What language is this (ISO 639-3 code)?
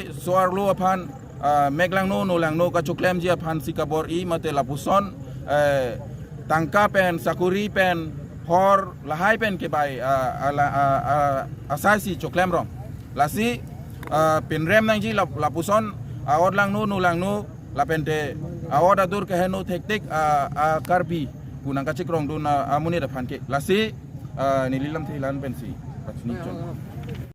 mjw